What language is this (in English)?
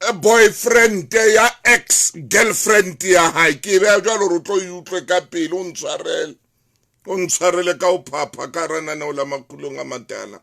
Southern Sotho